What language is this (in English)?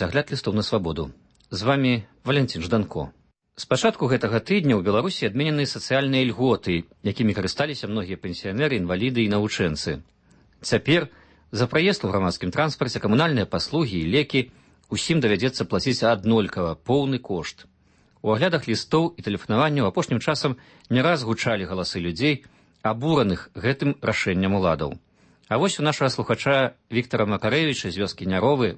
Belarusian